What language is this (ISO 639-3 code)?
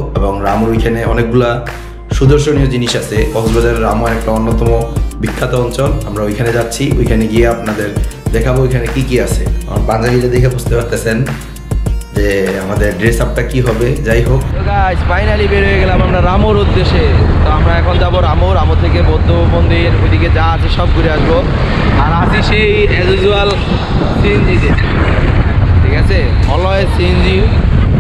ben